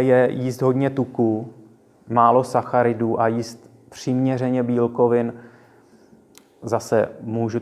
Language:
Czech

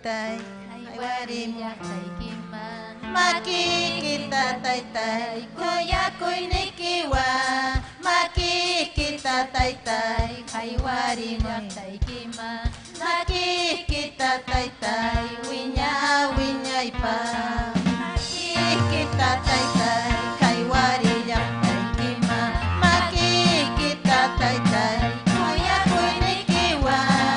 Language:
Ayacucho Quechua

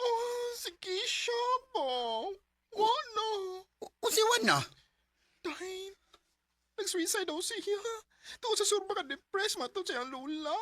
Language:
Cebuano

